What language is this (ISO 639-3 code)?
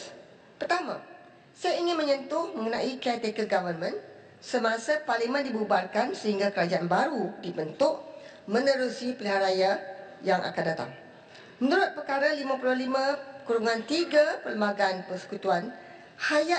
msa